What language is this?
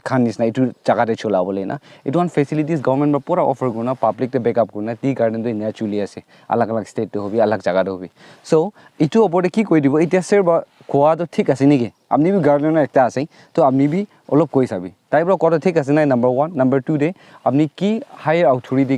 Naga Pidgin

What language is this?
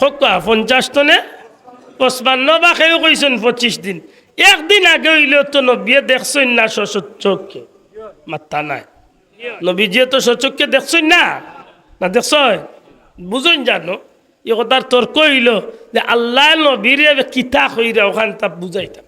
Sylheti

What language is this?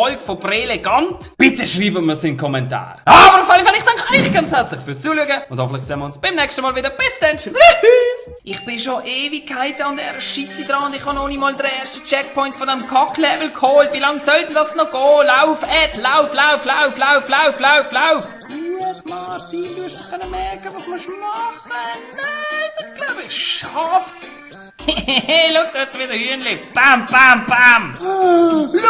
Swiss German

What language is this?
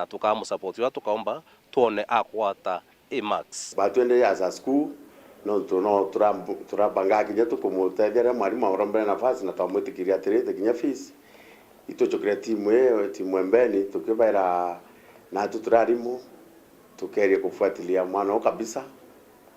Meru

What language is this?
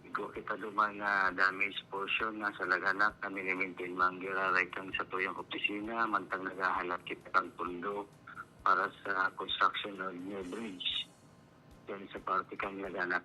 Bikol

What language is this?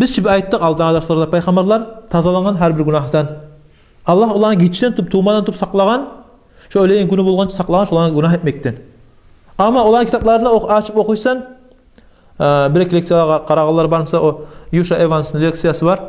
Kumyk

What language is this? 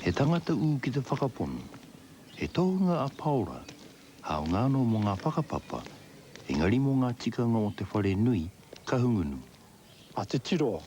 Māori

